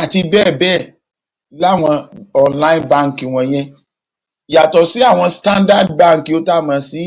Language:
Yoruba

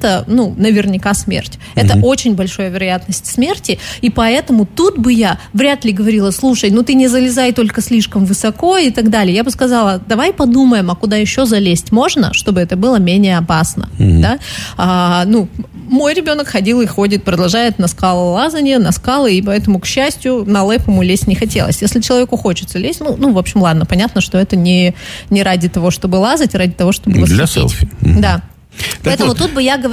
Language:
Russian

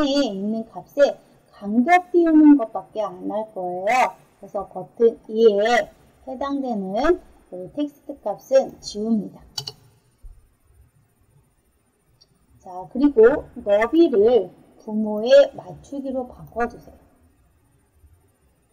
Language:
Korean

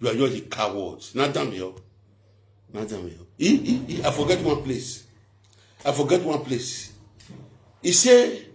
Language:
Nigerian Pidgin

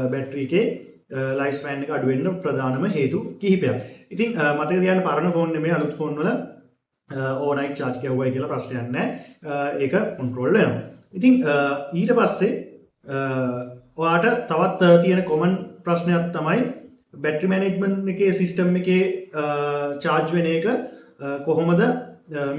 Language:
Sinhala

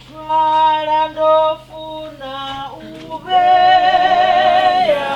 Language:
Venda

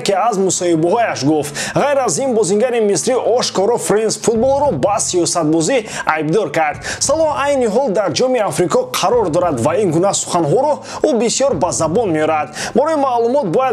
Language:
Tajik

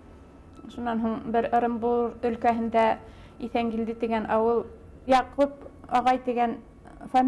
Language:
Bashkir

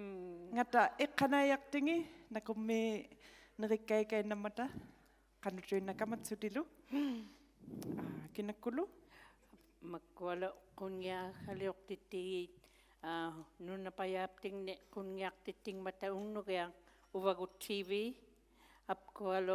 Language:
Inuktitut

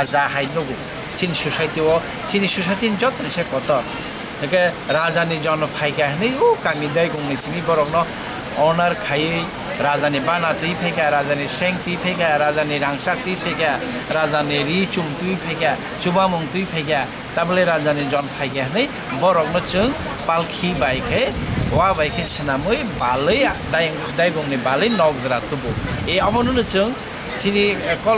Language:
Kok Borok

